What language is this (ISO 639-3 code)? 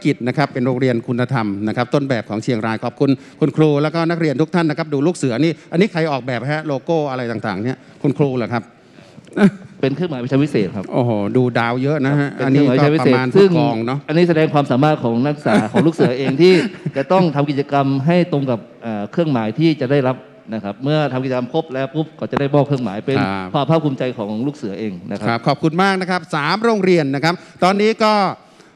tha